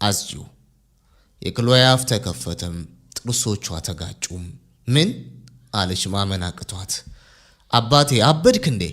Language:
Amharic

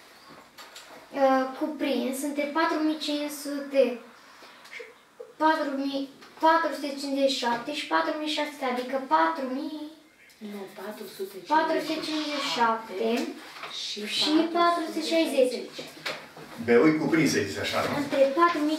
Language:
Romanian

